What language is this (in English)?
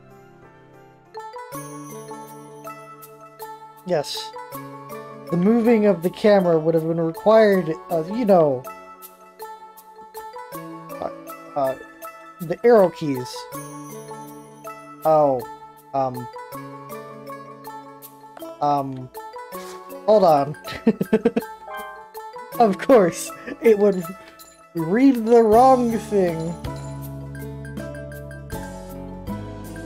English